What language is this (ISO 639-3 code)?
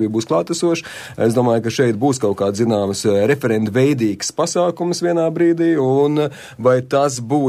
lav